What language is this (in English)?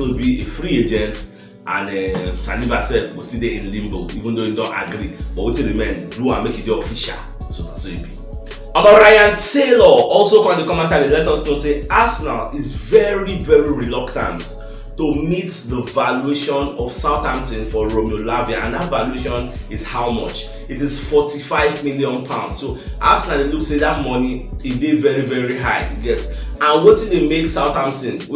Nigerian Pidgin